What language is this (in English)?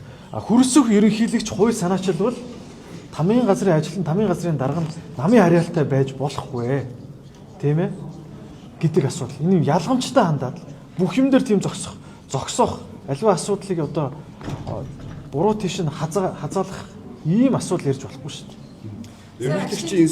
Mongolian